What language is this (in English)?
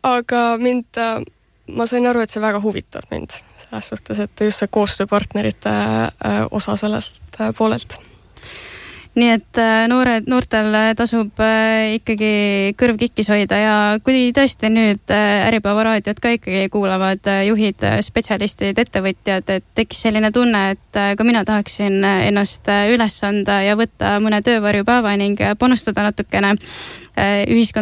Estonian